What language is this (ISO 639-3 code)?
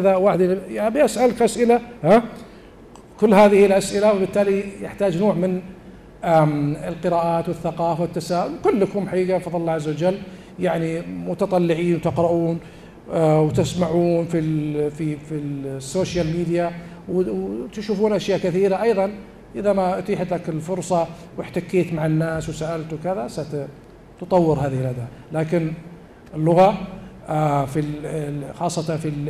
ara